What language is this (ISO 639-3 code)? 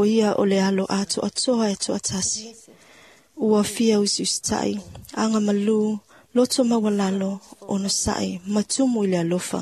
smo